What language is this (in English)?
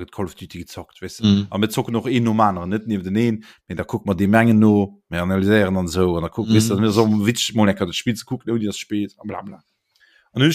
Luxembourgish